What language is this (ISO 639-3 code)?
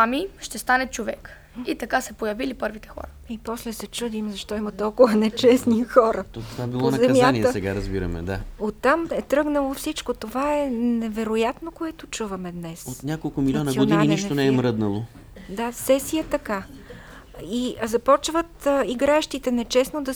bul